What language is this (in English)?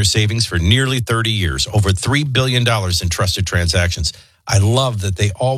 English